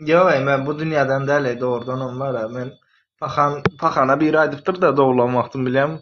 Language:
Turkmen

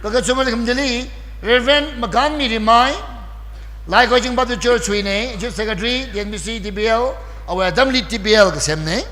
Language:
Tangkhul Naga (India)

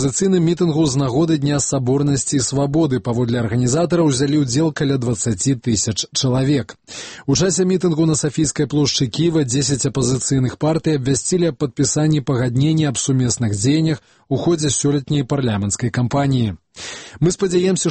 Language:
Belarusian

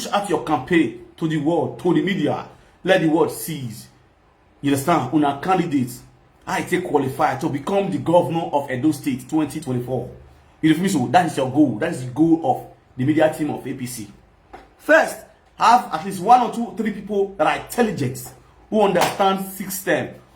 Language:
Nigerian Pidgin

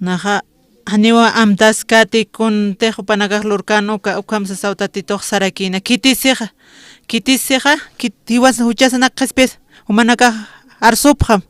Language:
Aymara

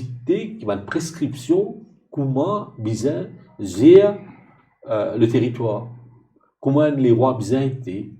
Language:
Morisyen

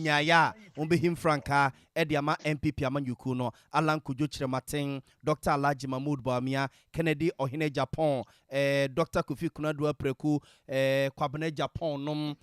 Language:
Akan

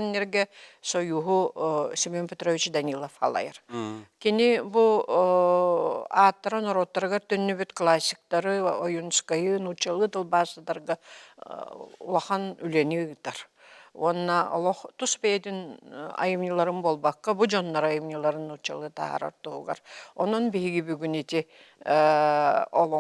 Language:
Yakut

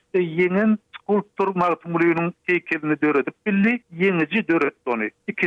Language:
Turkmen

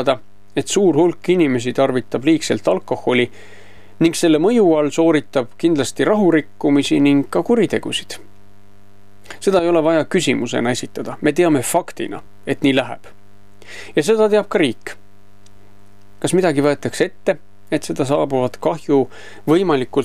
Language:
Estonian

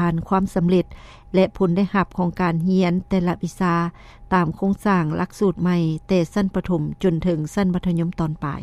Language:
Lao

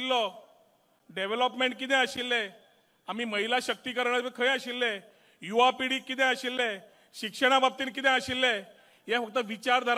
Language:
Konkani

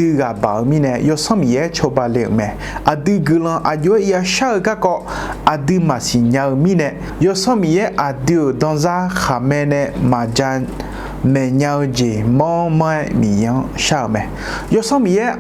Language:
Akha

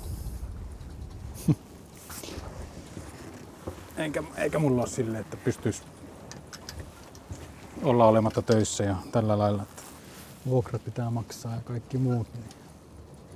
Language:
Finnish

